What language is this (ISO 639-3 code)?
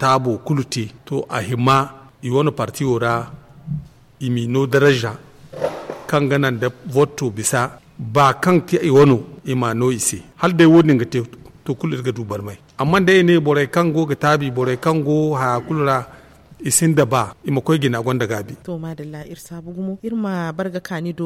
dje